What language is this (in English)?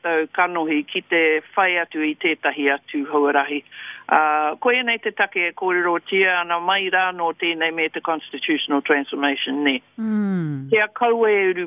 Māori